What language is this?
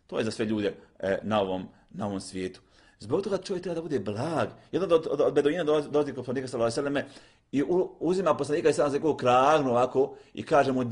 Bosnian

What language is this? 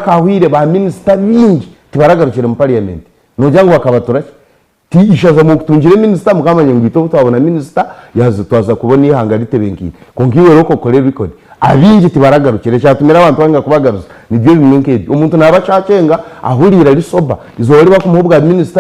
Nyankole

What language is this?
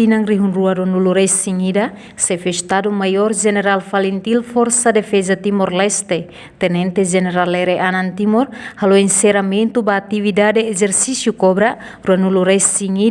Tetum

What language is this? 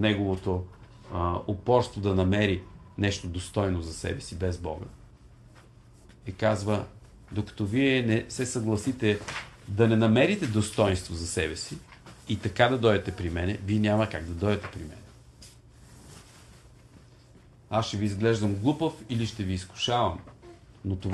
Bulgarian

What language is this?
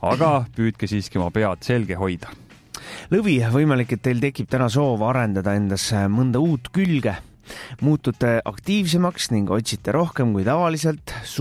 Estonian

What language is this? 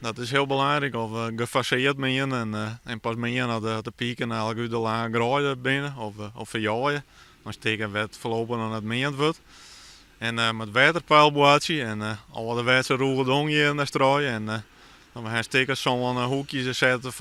Western Frisian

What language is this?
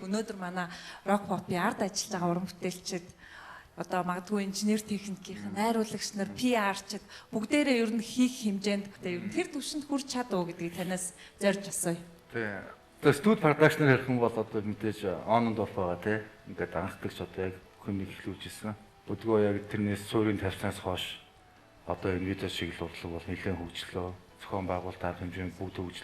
Mongolian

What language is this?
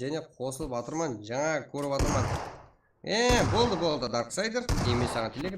Kara-Kalpak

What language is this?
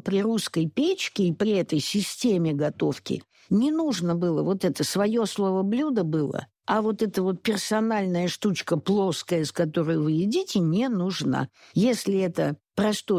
Russian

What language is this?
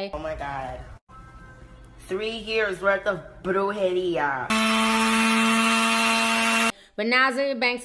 English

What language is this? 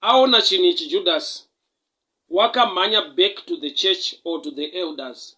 Shona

